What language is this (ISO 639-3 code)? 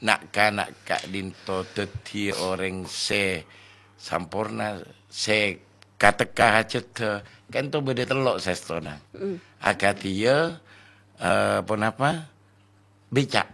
mad